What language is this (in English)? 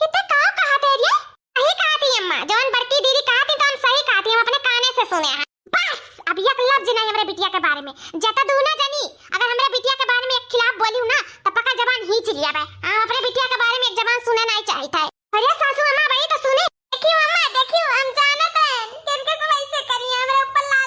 Awadhi